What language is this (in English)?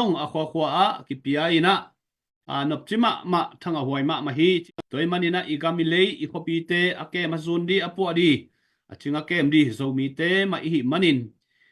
Tedim Chin